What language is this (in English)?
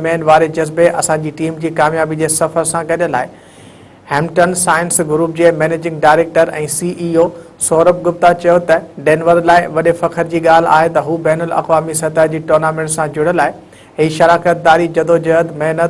Sindhi